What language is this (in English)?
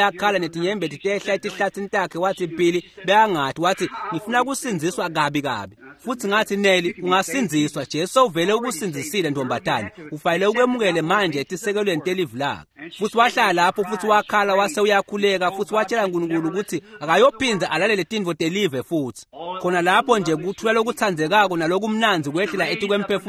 Swati